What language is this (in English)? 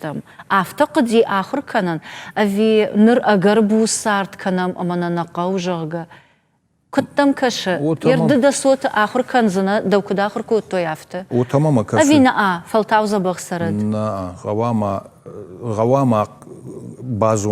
Ossetic